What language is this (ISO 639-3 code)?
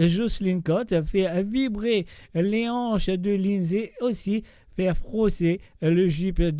mfe